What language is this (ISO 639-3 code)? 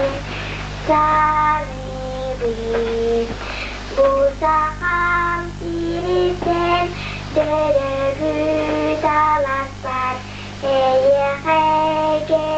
sah